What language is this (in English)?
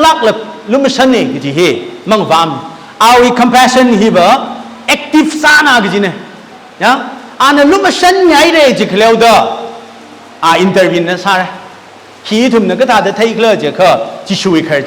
Tangkhul Naga (India)